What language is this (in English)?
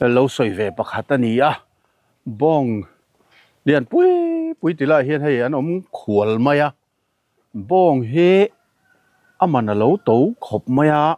Mizo